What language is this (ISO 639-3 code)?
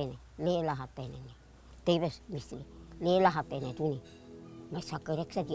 tet